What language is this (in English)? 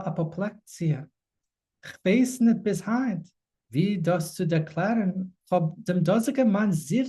Yiddish